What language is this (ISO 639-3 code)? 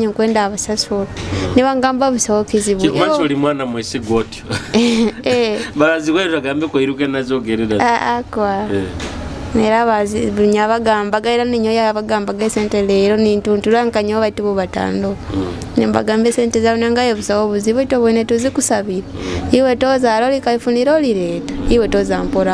nyo